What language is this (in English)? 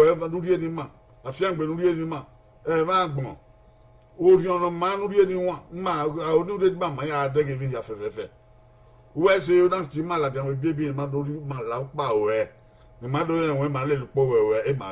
Bini